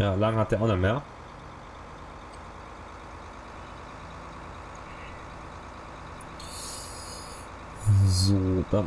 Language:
German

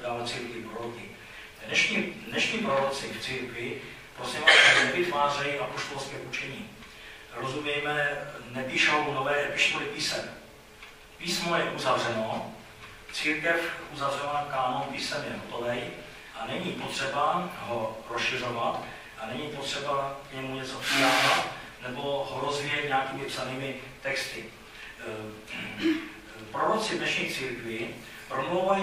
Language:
Czech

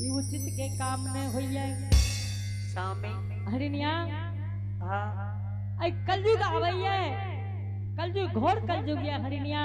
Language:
Angika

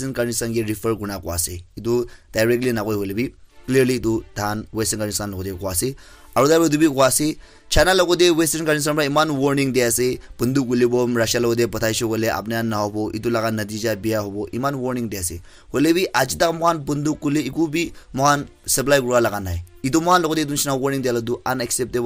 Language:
Naga Pidgin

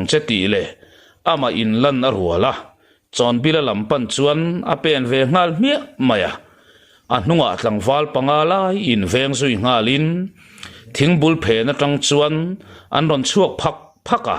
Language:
Mizo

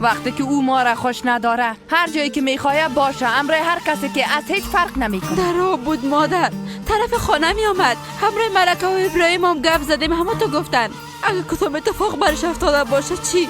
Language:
Persian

